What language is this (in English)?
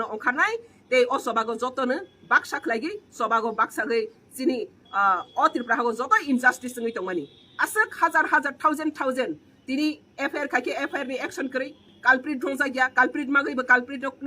Riang (India)